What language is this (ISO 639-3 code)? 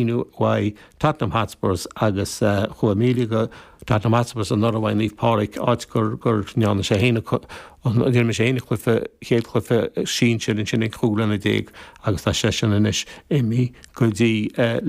gle